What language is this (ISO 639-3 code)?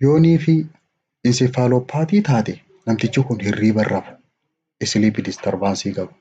orm